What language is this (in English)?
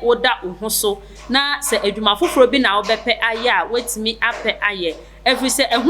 Akan